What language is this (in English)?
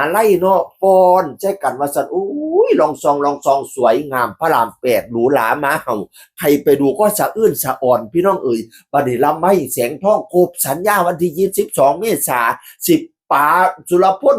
Northeastern Thai